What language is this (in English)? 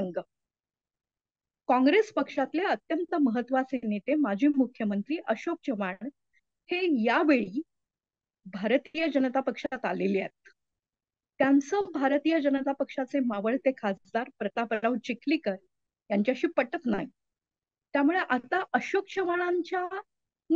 Marathi